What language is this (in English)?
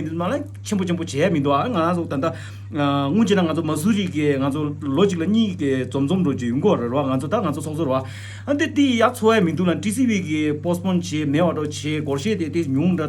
Tibetan